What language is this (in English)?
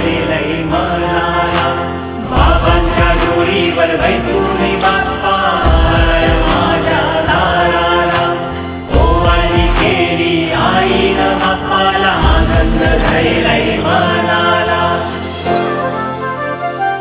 Marathi